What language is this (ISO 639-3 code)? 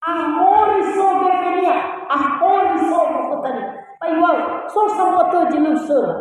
nia